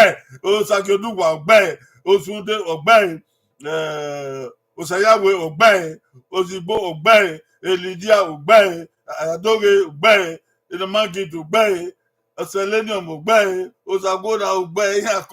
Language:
Bini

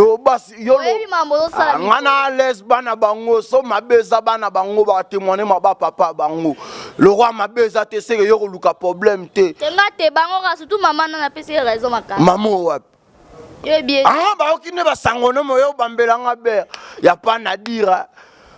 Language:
Lingala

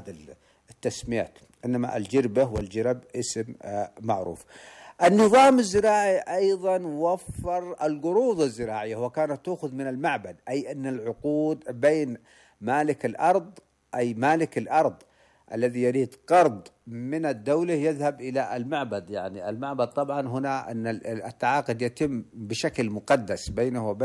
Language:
Arabic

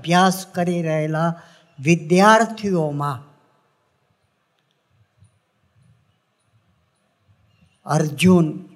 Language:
Gujarati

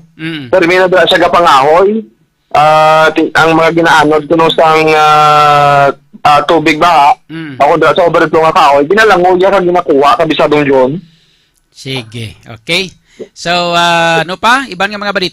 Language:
Hiligaynon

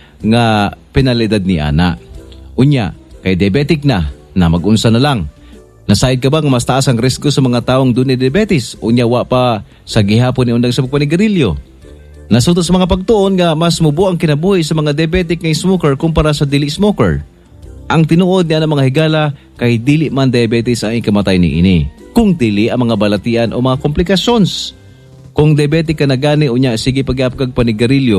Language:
Cebuano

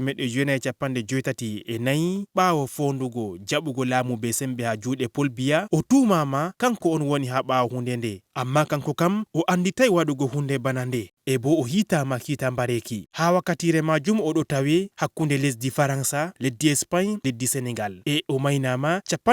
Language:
Fula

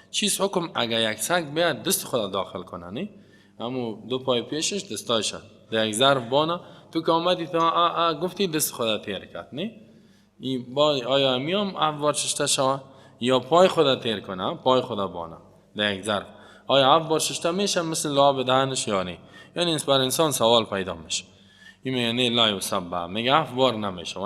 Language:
Persian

